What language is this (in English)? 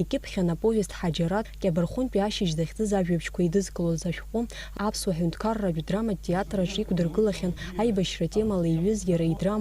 Abkhazian